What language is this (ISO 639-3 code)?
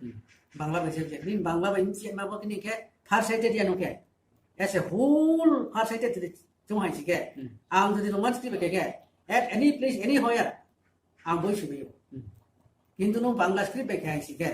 ria